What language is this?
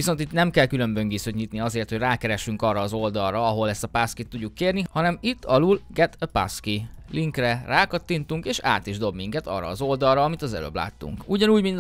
Hungarian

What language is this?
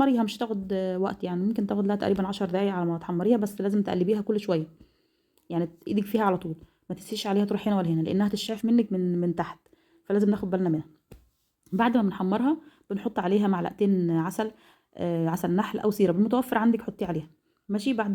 Egyptian Arabic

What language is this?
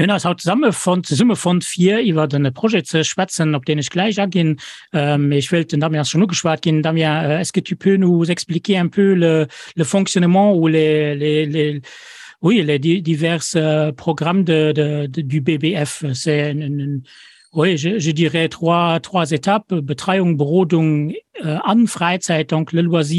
Luxembourgish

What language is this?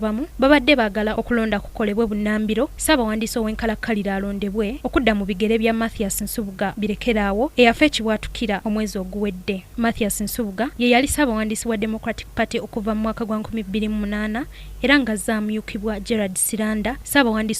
Ganda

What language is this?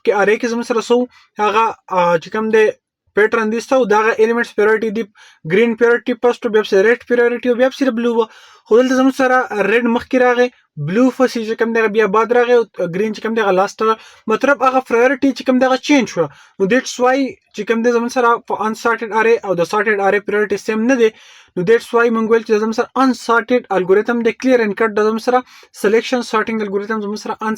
Pashto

